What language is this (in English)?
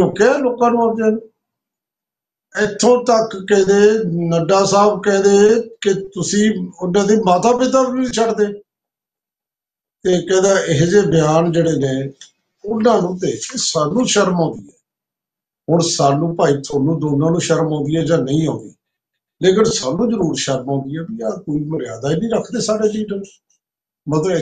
Punjabi